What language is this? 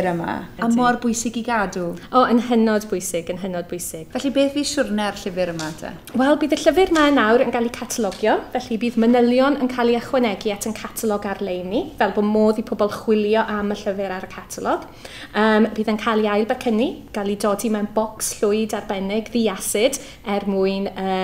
Welsh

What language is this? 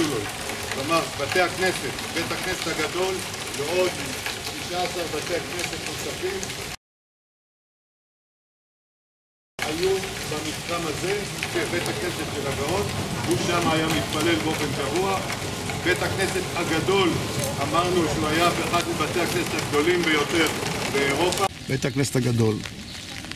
Hebrew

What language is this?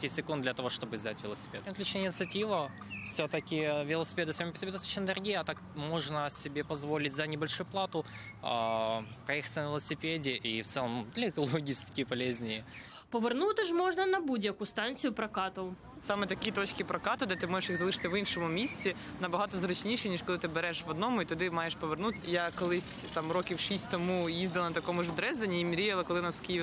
Ukrainian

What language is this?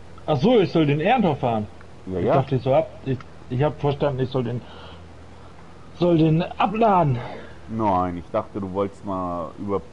German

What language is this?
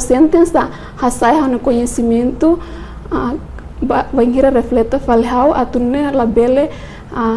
Tetum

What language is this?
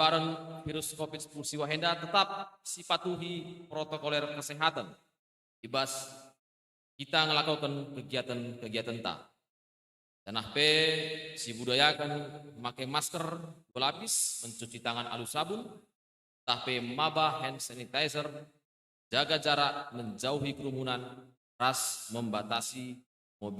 Batak Karo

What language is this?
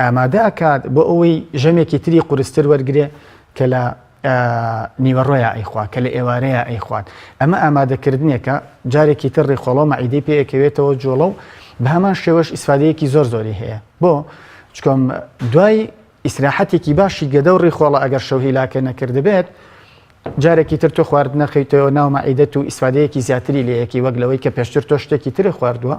Central Kurdish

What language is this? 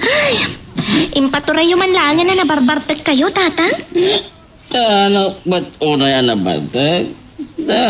Iloko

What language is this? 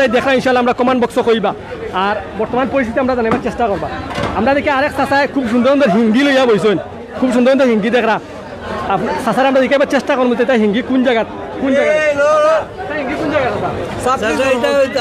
Sylheti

